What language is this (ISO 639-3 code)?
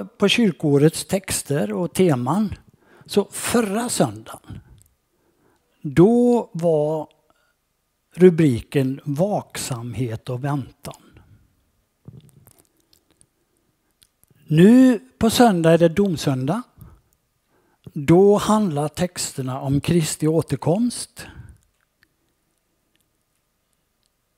swe